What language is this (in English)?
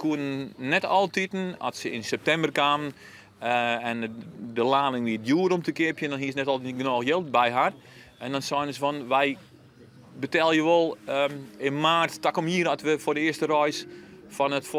Western Frisian